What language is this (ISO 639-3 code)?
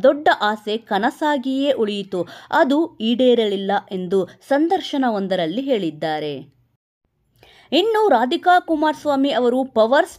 kan